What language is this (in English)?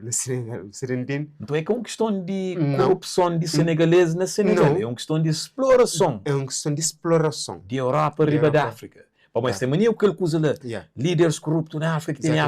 Kabuverdianu